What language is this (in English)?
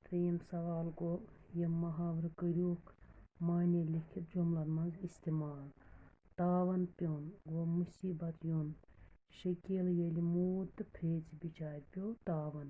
Kashmiri